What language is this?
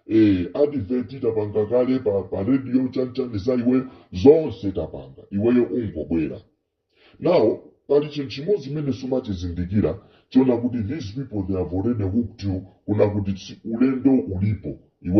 Nyanja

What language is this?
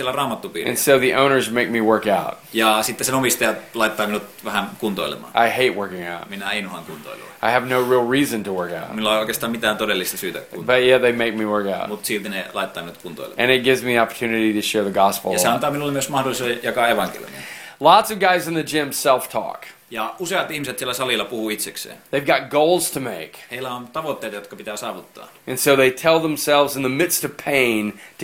Finnish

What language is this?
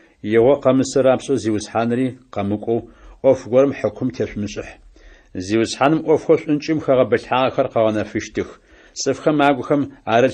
Adyghe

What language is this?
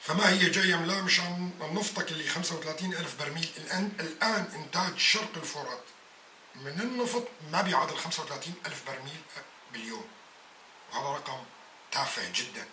North Levantine Arabic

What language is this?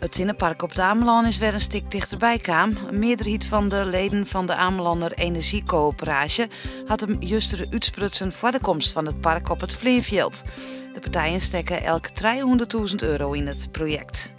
Western Frisian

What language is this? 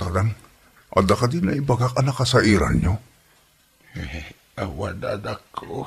Iloko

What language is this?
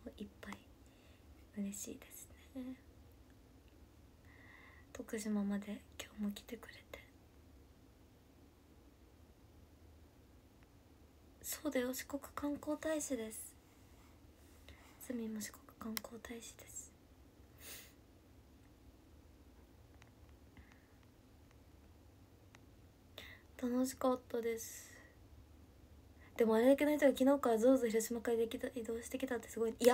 Japanese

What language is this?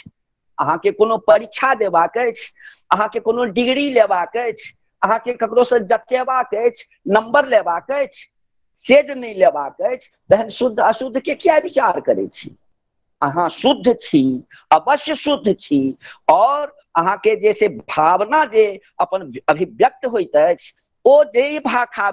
Maithili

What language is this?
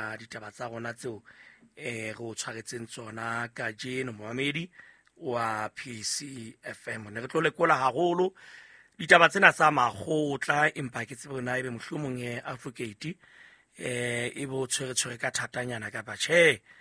Southern Sotho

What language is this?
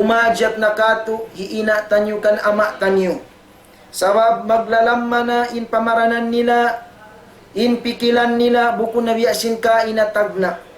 Tausug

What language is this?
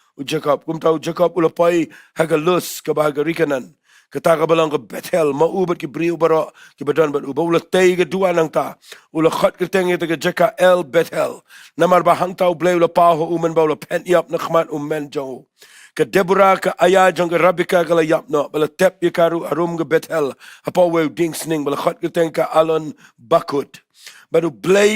Khasi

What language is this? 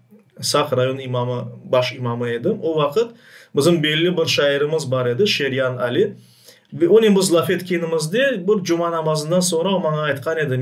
Crimean Tatar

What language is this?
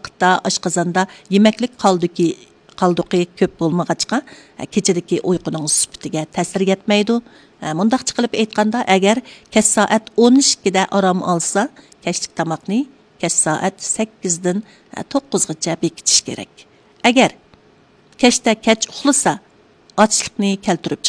Uyghur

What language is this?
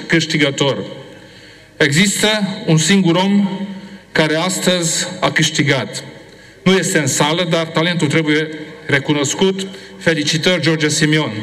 Romanian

